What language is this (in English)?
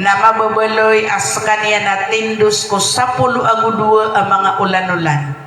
Maranao